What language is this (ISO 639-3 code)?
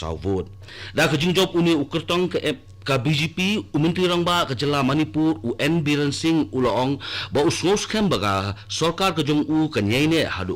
kha